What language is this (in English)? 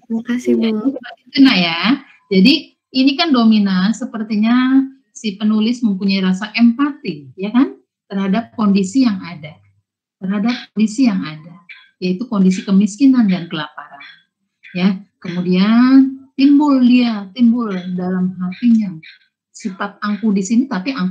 Indonesian